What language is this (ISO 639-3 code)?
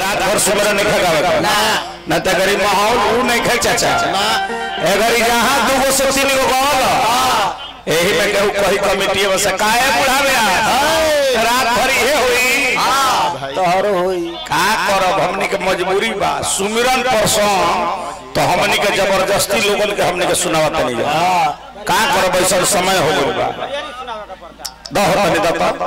bho